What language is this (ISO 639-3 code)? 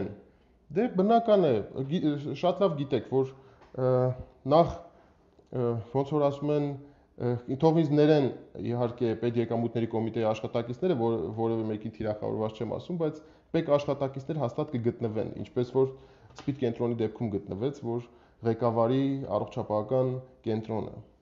hye